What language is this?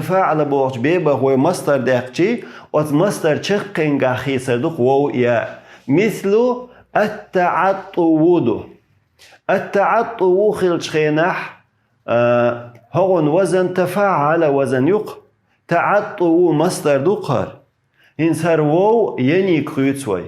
Chechen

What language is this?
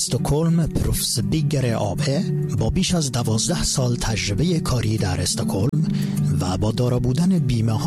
Persian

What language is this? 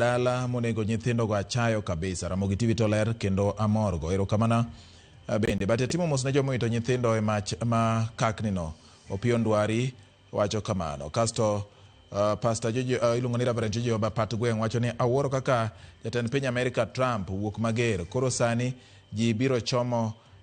Luo (Kenya and Tanzania)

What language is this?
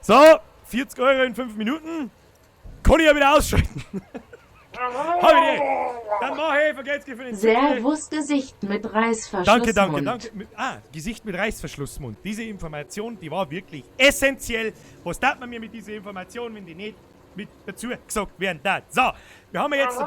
Bavarian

